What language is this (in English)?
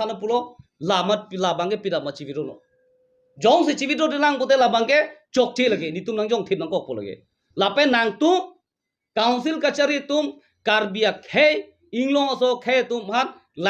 Karbi